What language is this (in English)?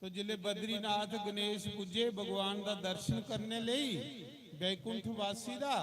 Dogri